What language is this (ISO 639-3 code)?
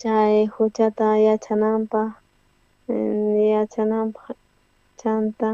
quh